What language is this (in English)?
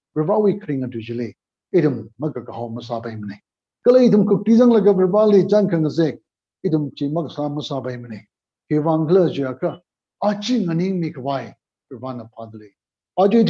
Tangkhul Naga (India)